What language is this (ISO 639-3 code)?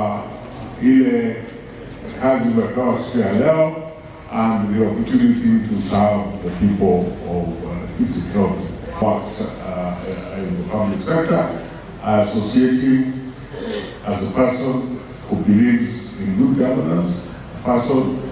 guz